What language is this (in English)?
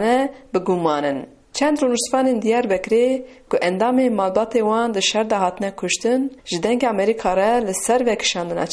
Kurdish